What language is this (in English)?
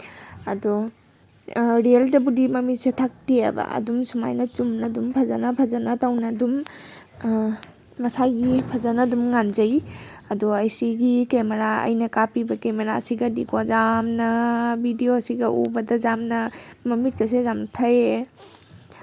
Manipuri